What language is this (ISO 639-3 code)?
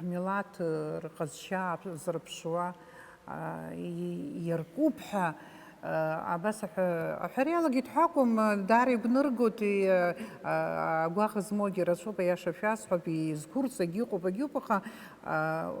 abk